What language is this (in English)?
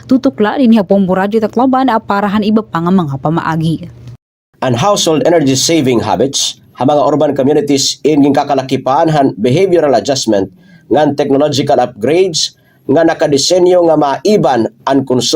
Waray